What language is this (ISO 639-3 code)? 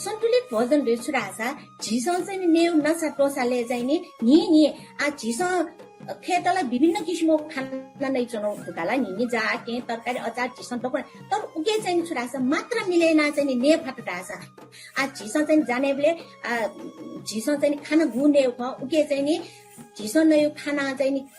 new